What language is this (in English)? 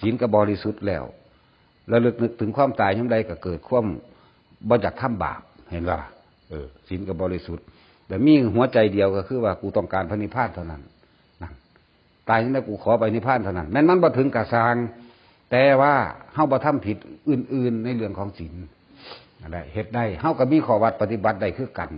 Northeastern Thai